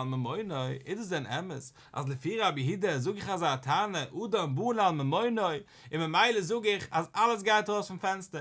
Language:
Yiddish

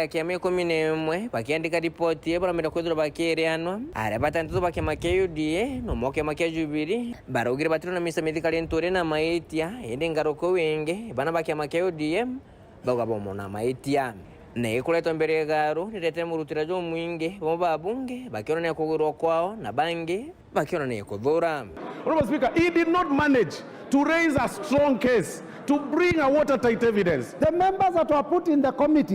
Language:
Meru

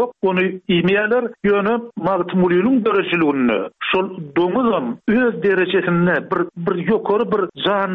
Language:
Turkmen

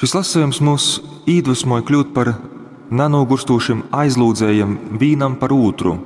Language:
Latgalian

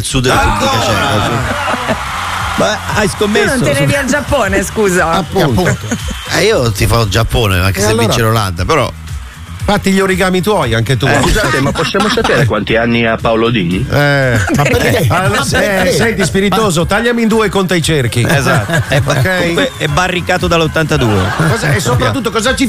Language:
Italian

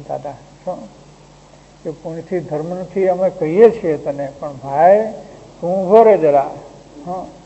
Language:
Gujarati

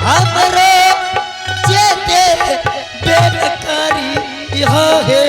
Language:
Angika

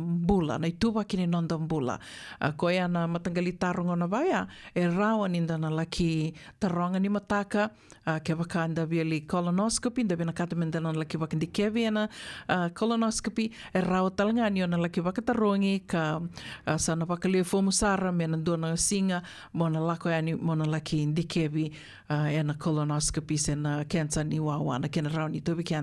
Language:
Fijian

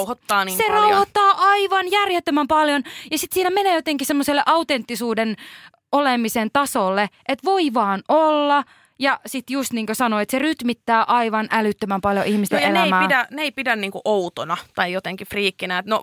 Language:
Finnish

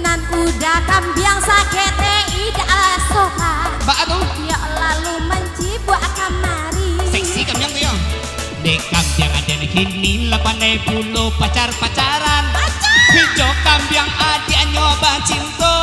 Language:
Minangkabau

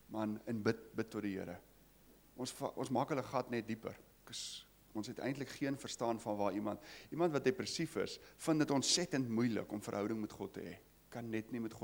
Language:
Afrikaans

